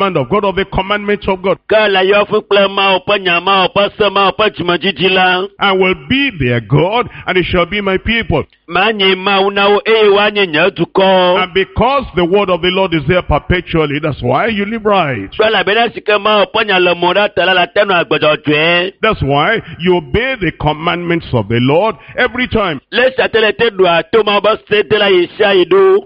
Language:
Ewe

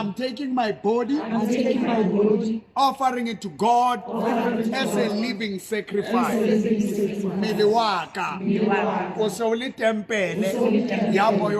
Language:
Southern Sotho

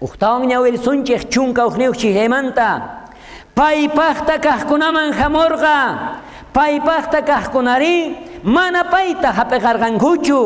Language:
South Bolivian Quechua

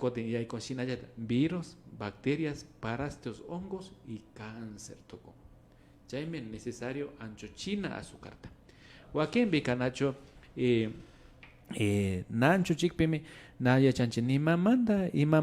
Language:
Imbabura Highland Quichua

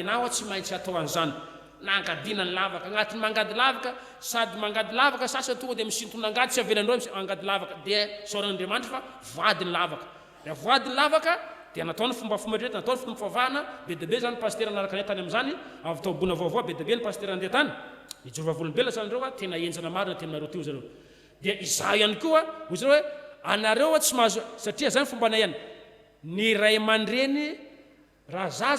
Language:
Malagasy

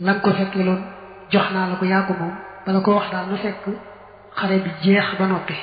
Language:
Wolof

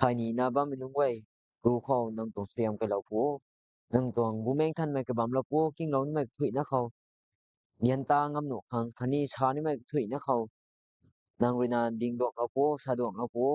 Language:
Rongmei Naga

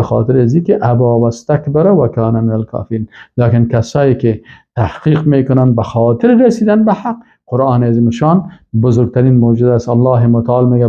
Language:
Persian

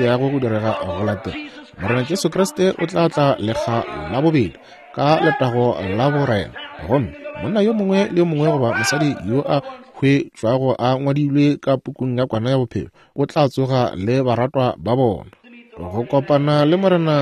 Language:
Northern Sotho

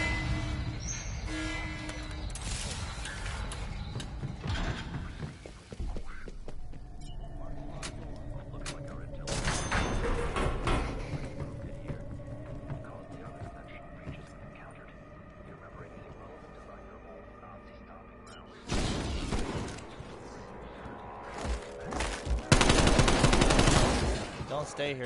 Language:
English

